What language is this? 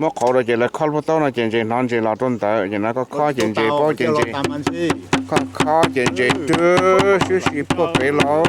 Hmong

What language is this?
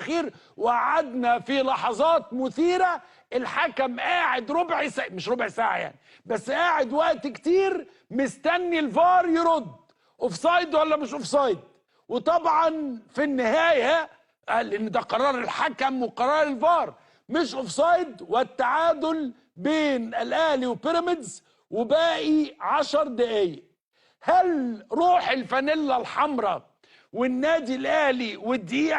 Egyptian Arabic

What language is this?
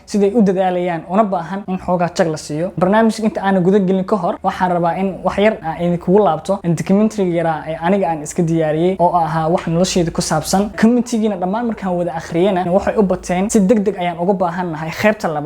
Somali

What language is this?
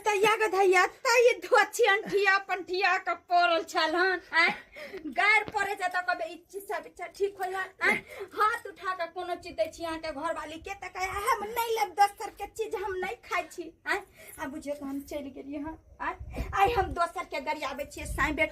Maithili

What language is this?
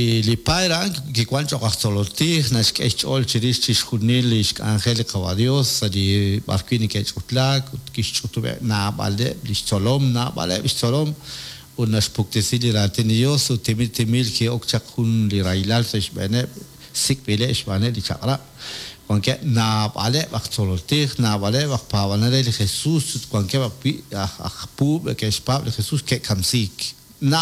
Kekchí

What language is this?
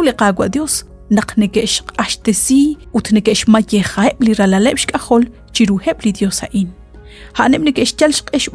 Kekchí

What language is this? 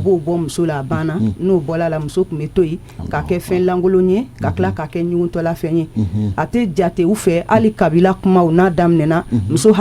Bambara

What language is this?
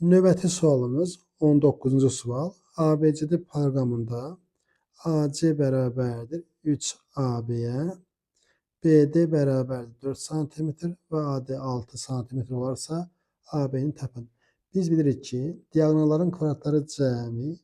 Azerbaijani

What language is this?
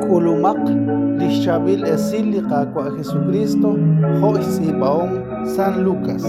Kekchí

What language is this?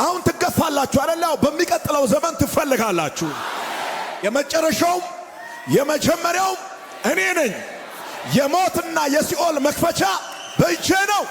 Amharic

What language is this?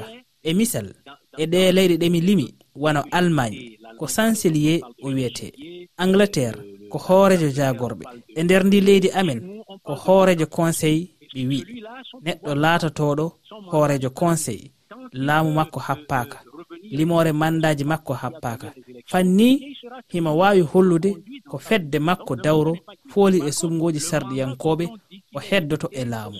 Fula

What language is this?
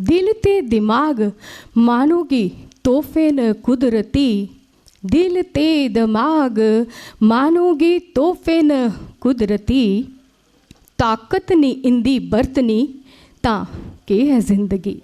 Dogri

